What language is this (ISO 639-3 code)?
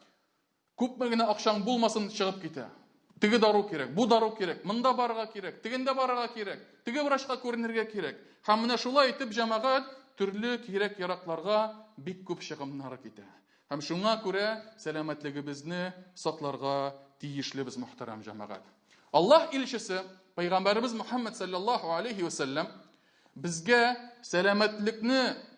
tat